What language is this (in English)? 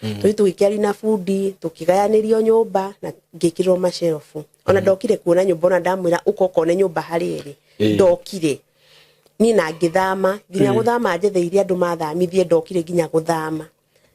Kikuyu